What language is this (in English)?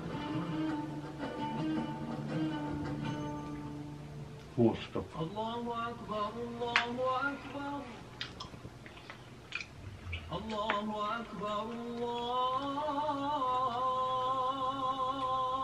Bosnian